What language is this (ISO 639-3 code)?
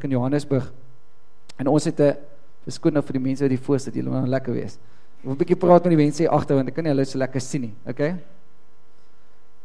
afr